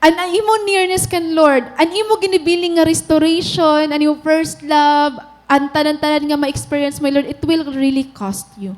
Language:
Waray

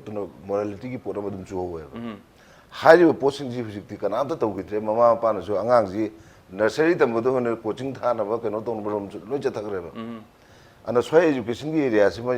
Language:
Manipuri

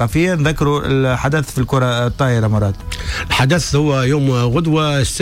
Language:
Tunisian Arabic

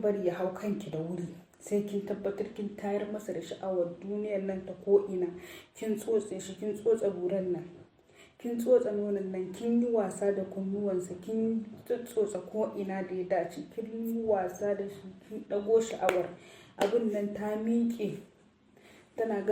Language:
Hausa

